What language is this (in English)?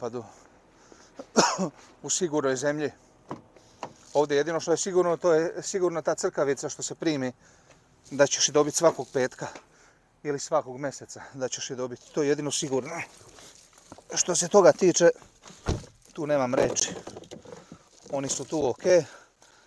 Croatian